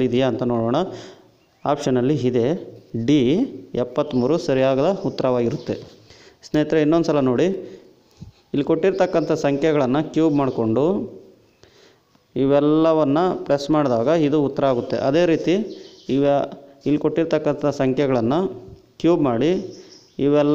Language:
Kannada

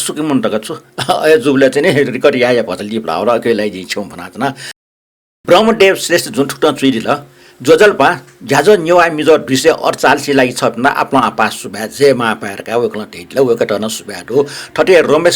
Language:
Newari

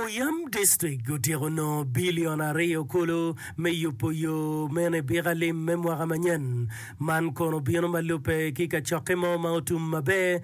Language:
Acoli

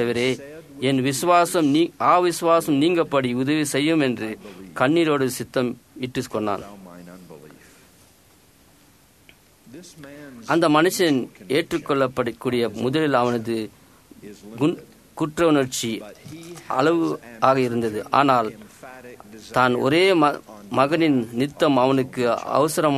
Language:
Tamil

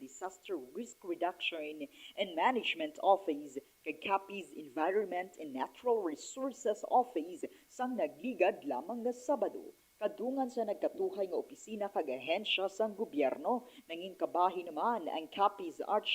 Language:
Hiligaynon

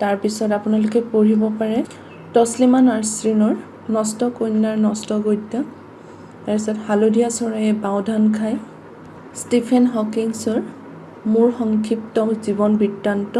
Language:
Assamese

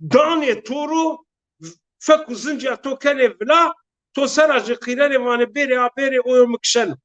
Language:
Zaza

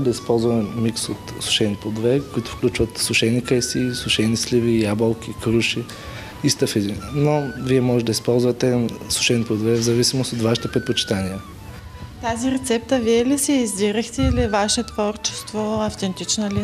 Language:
Bulgarian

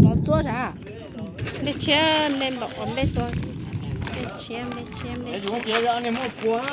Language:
Hmong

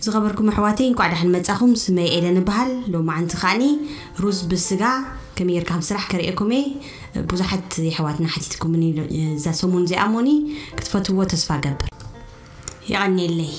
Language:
Tigrinya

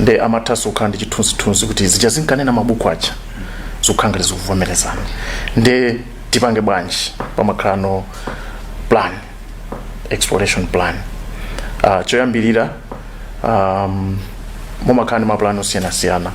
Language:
Nyanja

